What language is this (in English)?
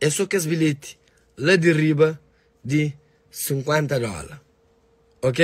Kabuverdianu